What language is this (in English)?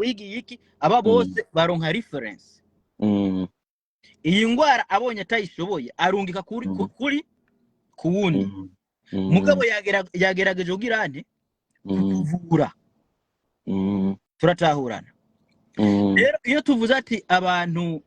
Rundi